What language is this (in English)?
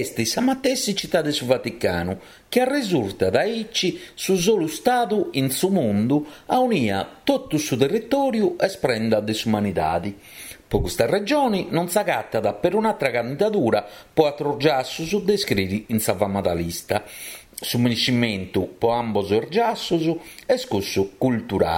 Sardinian